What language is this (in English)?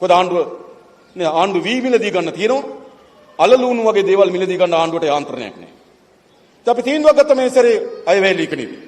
Sinhala